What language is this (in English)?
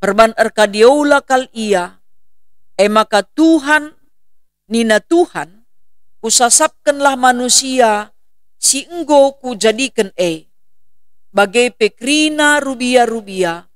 Batak Karo